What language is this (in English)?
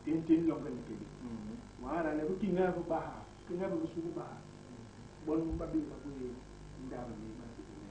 Basaa